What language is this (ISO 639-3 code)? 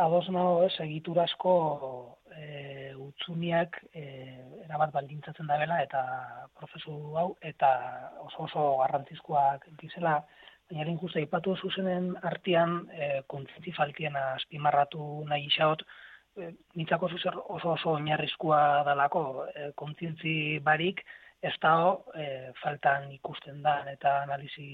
eus